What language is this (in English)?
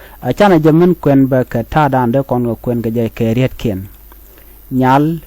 Nuer